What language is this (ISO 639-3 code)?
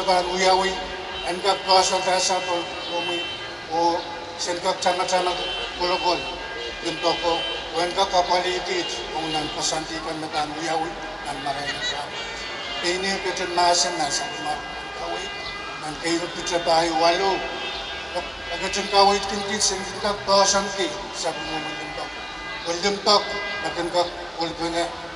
pon